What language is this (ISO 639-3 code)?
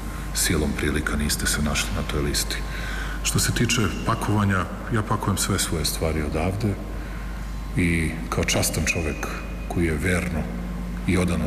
srp